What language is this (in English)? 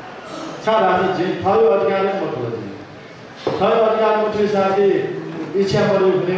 Newari